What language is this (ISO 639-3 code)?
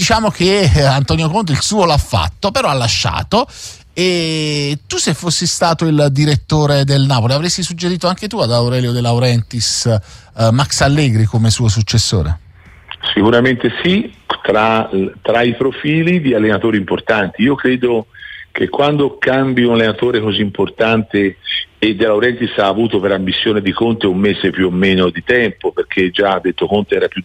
ita